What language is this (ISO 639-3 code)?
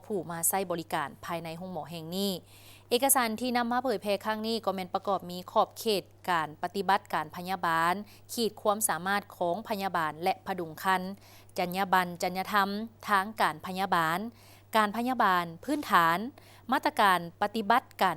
lao